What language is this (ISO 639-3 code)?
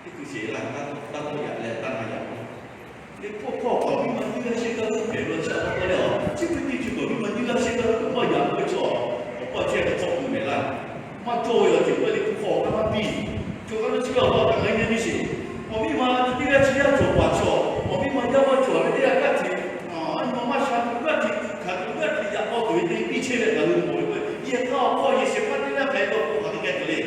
lhu